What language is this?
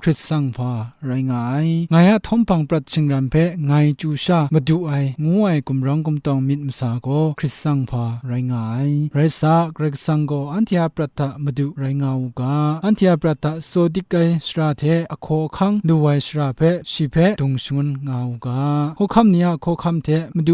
Kachin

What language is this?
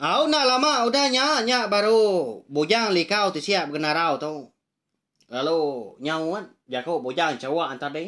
Iban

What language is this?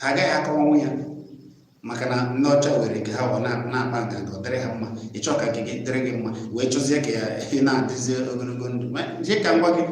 Igbo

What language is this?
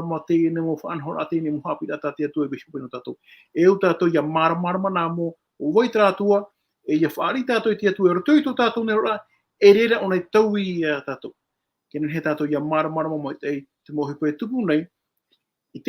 Tahitian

